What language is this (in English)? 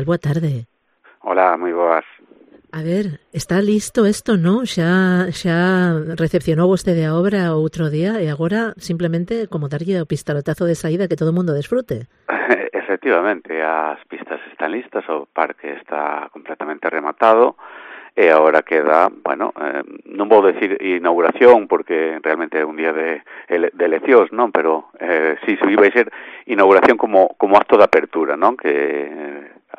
Galician